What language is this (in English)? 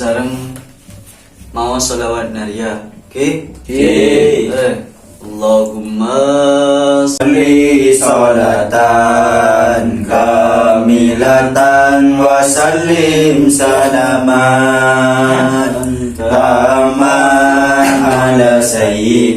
Madurese